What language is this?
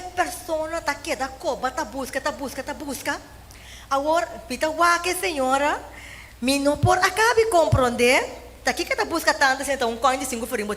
Papiamento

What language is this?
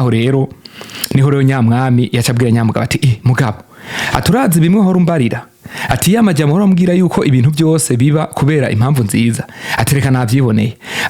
Rundi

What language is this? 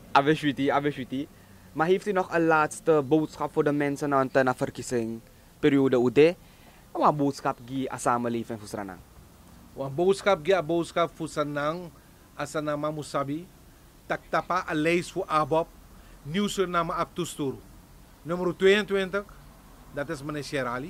Sranan Tongo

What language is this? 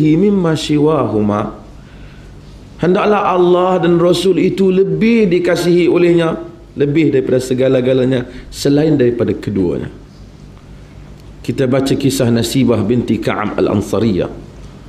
Malay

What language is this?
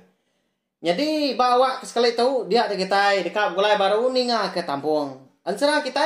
Iban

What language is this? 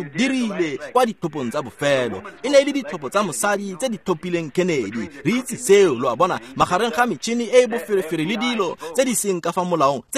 Tswana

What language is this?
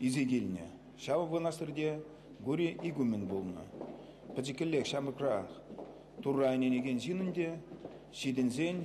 Chuvash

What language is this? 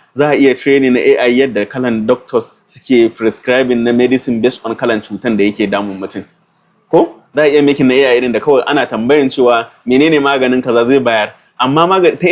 Hausa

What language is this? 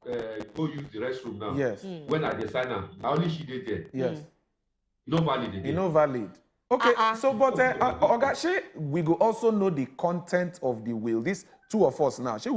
Nigerian Pidgin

